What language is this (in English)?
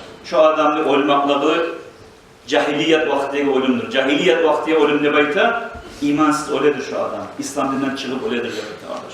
Kumyk